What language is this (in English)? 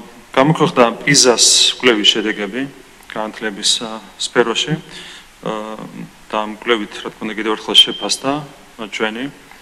Georgian